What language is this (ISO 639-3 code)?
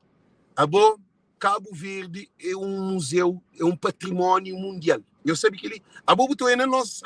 kea